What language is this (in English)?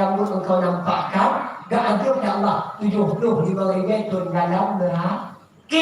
Achinese